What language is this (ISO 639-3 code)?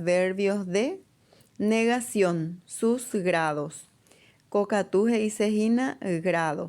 grn